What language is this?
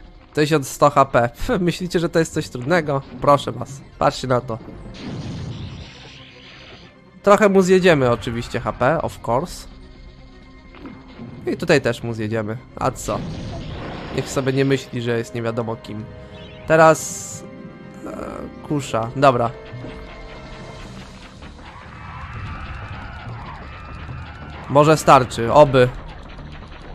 Polish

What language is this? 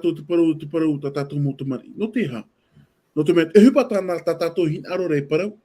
Tahitian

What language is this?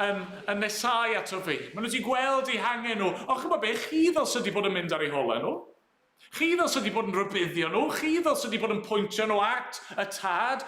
Welsh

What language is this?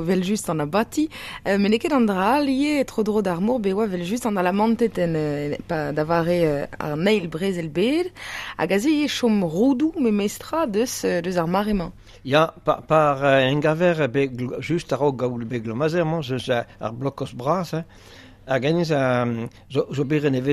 Breton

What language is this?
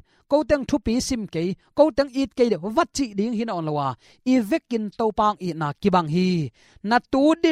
Tedim Chin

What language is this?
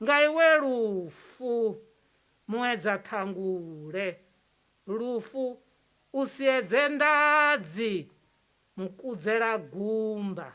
Venda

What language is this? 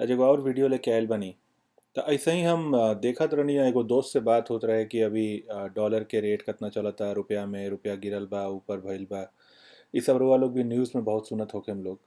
Bhojpuri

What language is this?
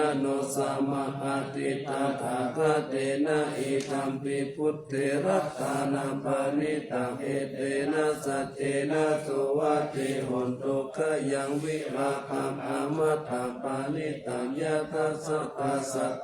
Pali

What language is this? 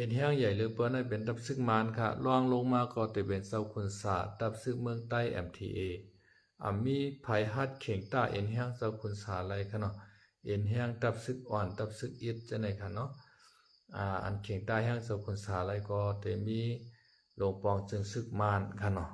Shan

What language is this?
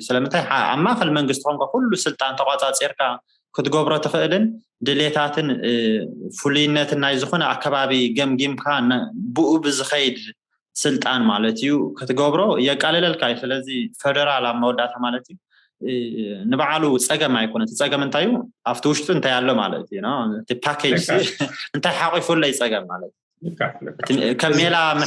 Tigrinya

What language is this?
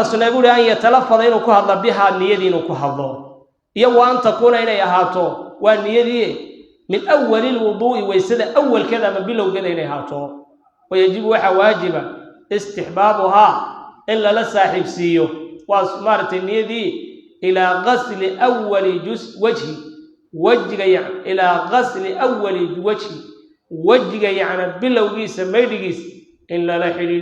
Somali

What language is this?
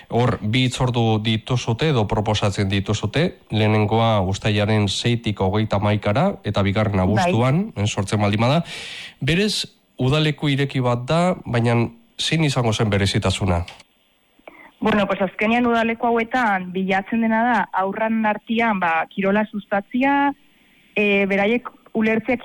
Basque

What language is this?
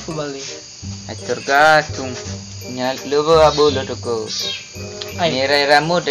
Nias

